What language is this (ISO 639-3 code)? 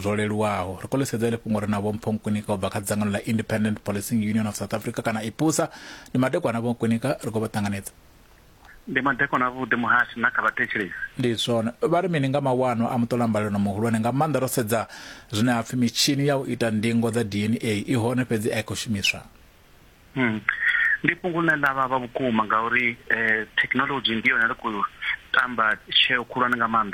ven